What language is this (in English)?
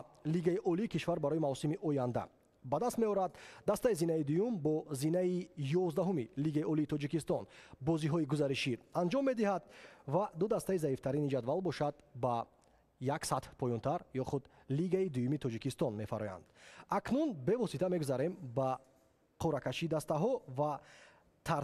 Tajik